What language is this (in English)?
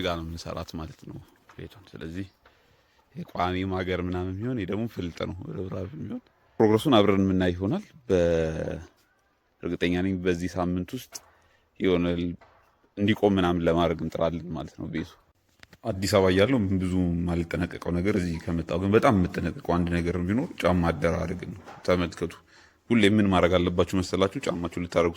Amharic